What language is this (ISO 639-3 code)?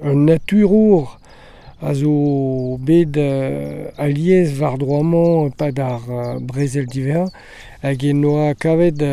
bre